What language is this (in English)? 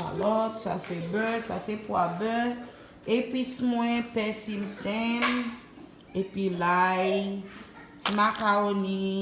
Haitian Creole